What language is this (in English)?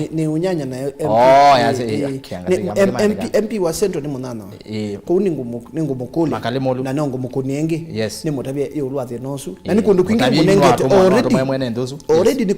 Kamba